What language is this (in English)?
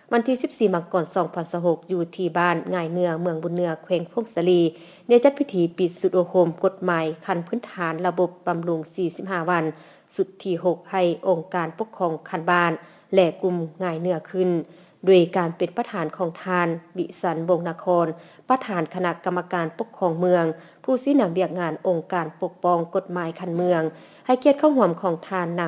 Lao